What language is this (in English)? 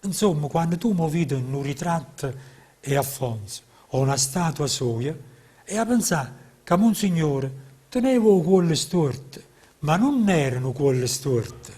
Neapolitan